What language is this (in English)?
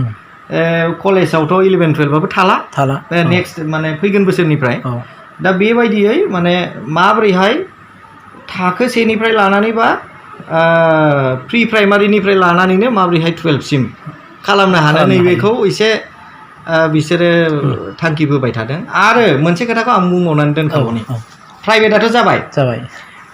Bodo